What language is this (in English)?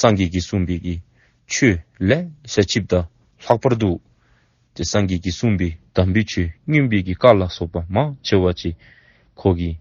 Dzongkha